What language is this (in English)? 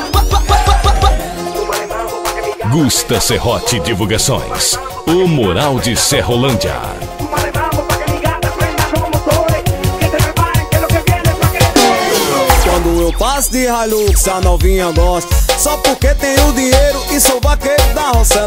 Portuguese